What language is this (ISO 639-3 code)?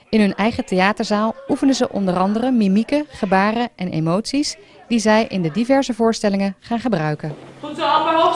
nld